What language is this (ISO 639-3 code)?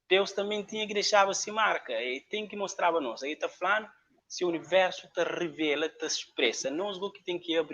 kea